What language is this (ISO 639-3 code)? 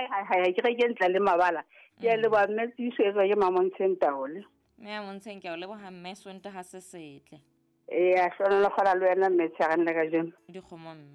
sot